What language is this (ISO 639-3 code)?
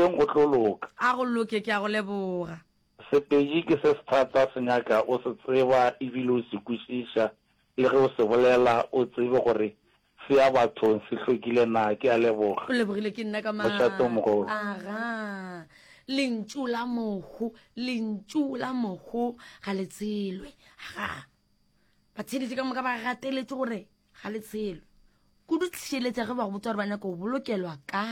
nso